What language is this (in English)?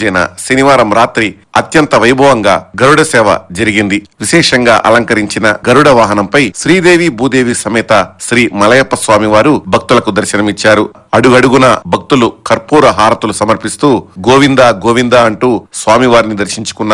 Telugu